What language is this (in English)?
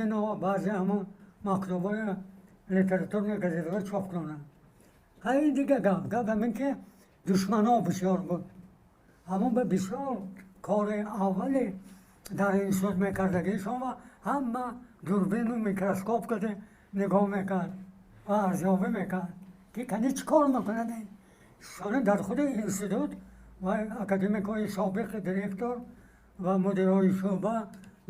Tajik